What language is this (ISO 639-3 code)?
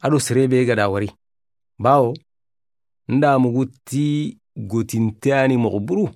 snk